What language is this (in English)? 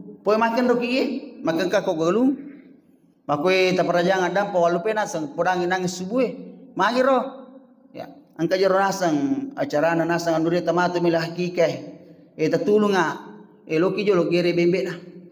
Buginese